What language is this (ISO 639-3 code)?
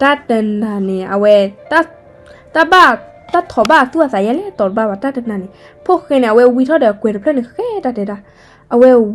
ksw